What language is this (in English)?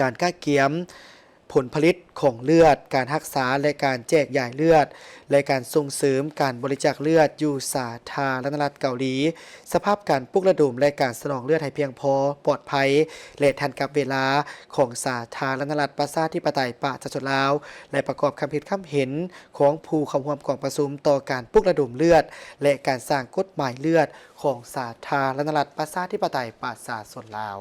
Lao